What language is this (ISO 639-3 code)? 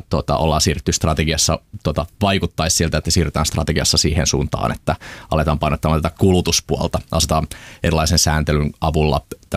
fin